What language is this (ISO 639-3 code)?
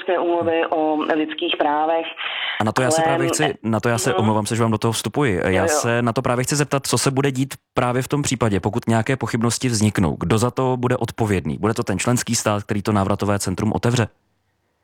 ces